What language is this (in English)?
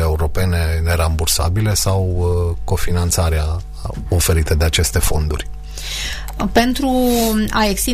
Romanian